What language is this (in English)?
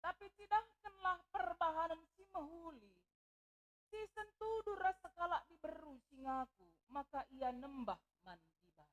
Batak Karo